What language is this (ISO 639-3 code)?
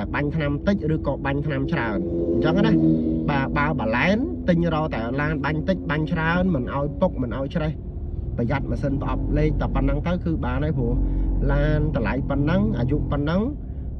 khm